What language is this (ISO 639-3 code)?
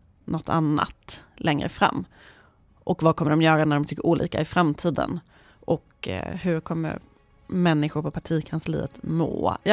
swe